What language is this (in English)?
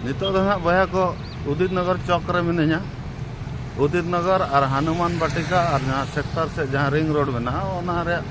Santali